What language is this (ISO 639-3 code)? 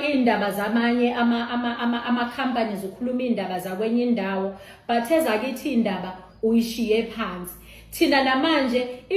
zul